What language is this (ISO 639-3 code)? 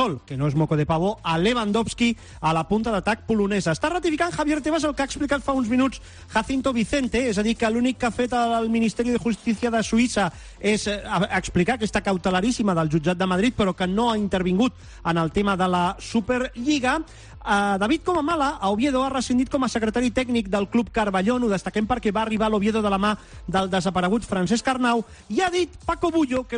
cat